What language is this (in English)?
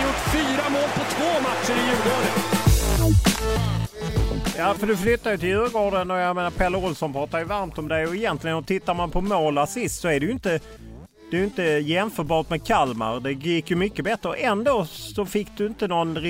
Swedish